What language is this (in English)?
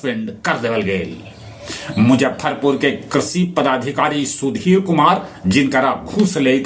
Magahi